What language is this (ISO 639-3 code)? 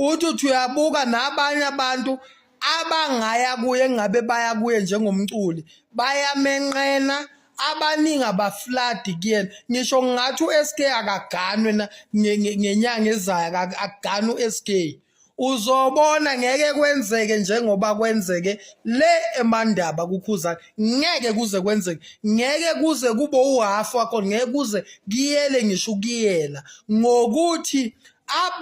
zul